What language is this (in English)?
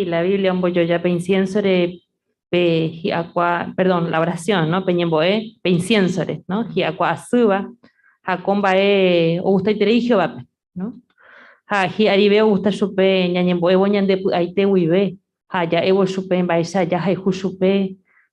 Guarani